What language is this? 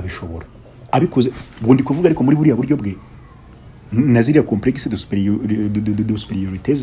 Kinyarwanda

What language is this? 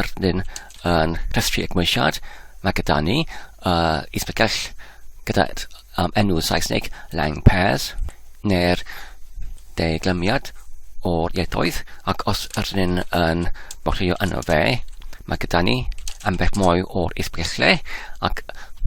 Welsh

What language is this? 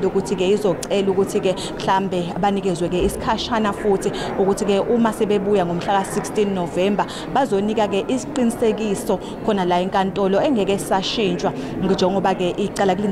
Zulu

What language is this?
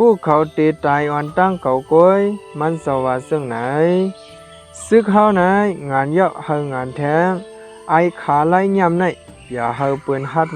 Shan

